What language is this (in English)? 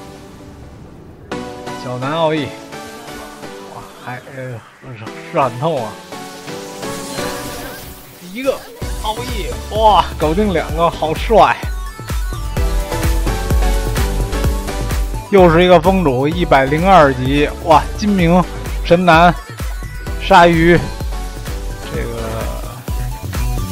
Chinese